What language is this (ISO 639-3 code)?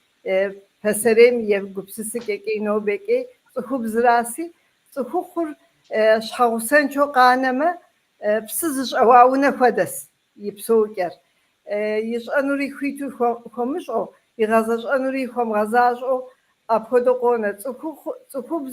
kbd